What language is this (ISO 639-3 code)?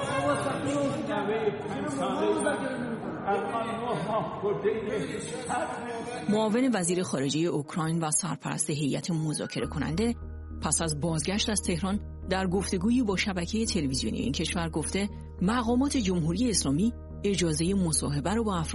fas